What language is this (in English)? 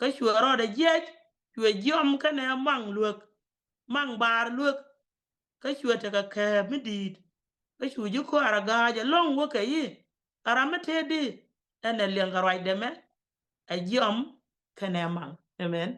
Nuer